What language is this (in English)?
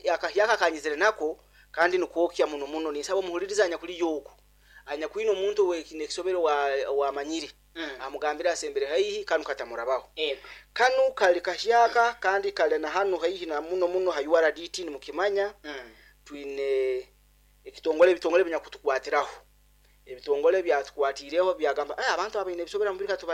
Nyoro